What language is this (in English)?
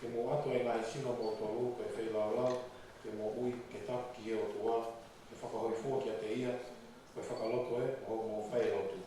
Tongan